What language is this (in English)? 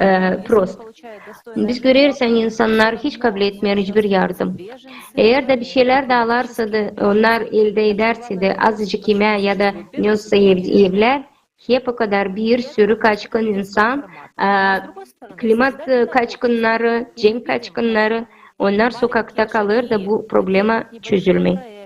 Gagauz